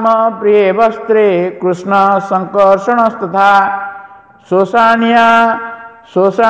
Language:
Odia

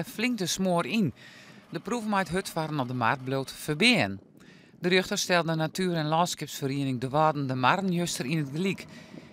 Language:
Western Frisian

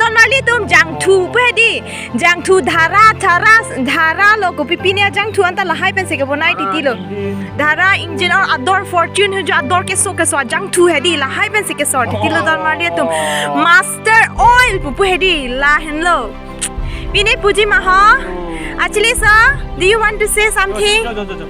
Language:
Karbi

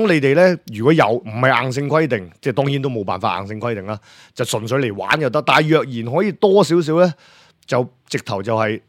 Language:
Cantonese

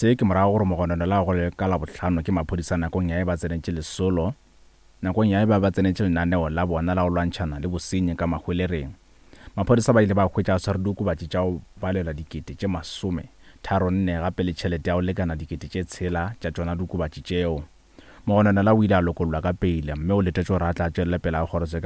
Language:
Northern Sotho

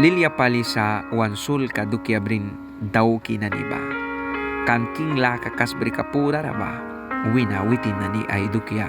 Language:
Mískito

